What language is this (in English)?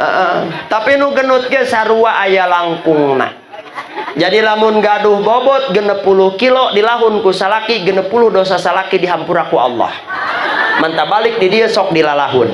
Sundanese